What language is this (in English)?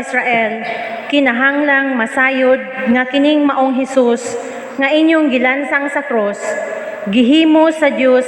Cebuano